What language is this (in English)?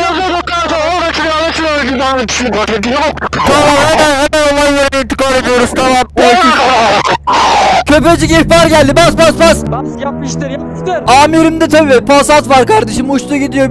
Turkish